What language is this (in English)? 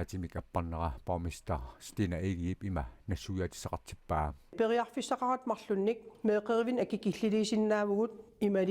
Kalaallisut